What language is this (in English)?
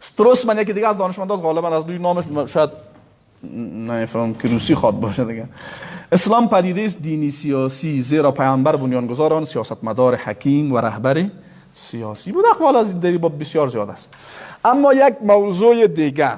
Persian